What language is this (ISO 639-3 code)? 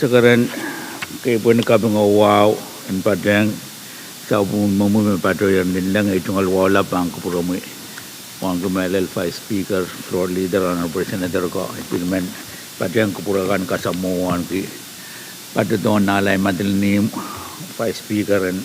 pon